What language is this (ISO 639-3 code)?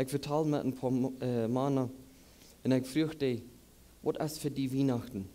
pdt